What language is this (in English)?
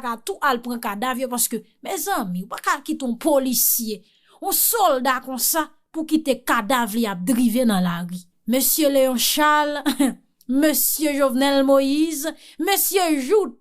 Haitian Creole